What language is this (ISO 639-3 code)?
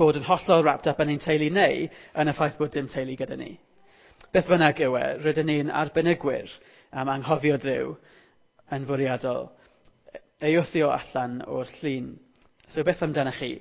cym